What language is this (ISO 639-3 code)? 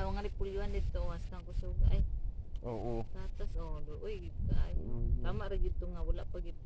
ceb